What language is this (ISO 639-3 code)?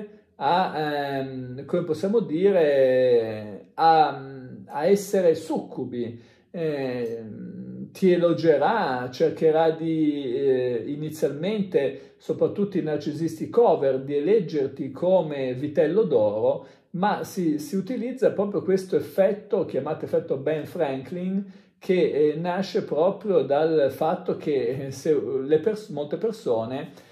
ita